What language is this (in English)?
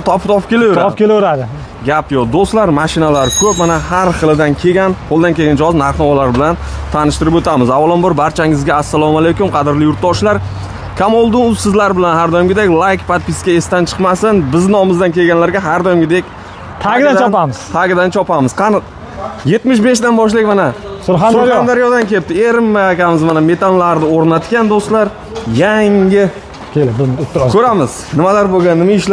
Uzbek